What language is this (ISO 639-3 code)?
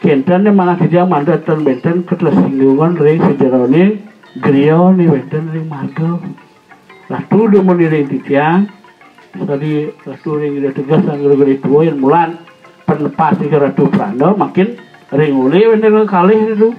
ban